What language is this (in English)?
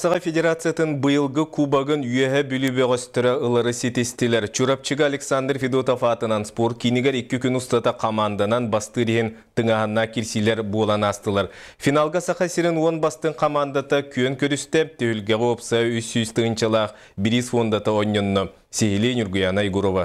Yakut